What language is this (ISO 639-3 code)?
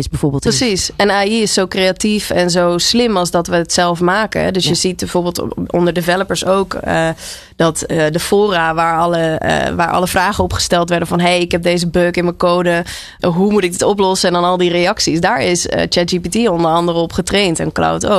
nld